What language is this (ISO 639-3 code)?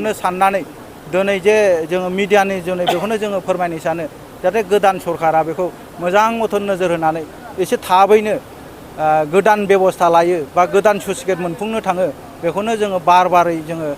brx